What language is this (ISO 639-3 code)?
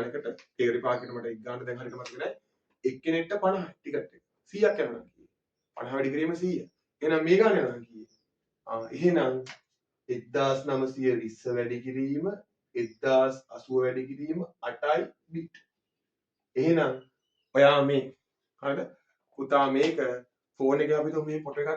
sin